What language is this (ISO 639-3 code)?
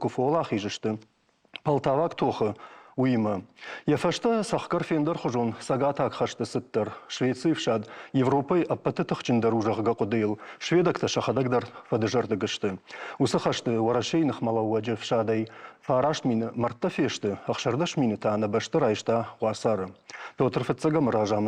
oss